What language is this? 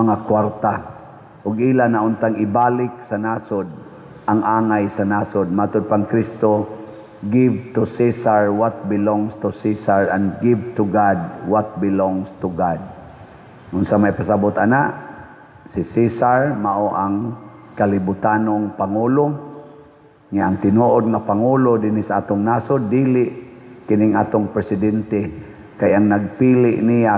Cebuano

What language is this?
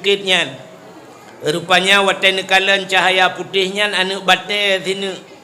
Achinese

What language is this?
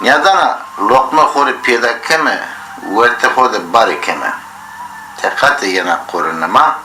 Zaza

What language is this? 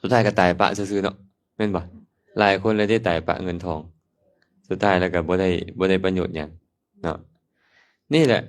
Lao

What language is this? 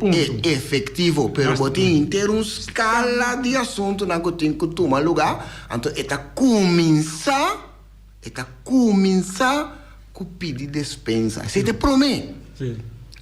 Papiamento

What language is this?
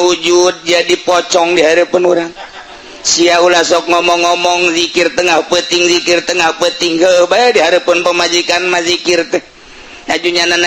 Sundanese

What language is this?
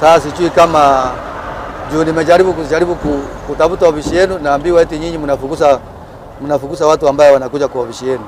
Gusii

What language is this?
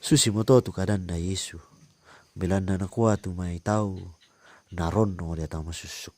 Toraja-Sa'dan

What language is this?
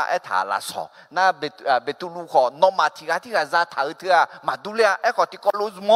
Akha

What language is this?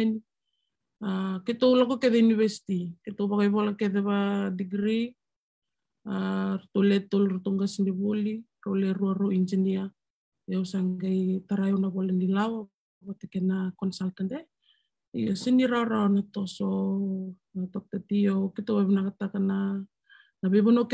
Fijian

